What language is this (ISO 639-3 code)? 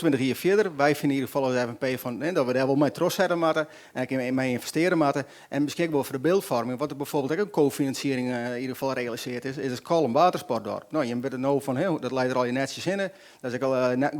fry